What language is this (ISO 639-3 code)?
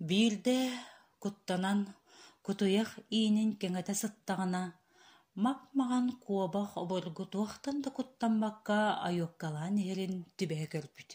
sah